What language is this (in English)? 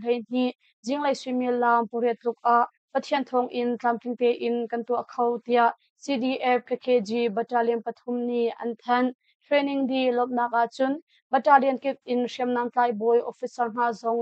Hakha Chin